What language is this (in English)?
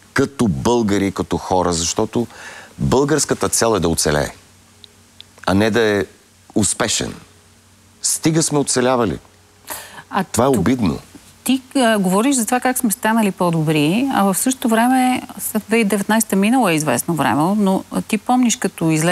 Bulgarian